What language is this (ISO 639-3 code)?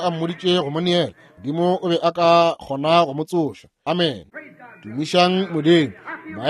nso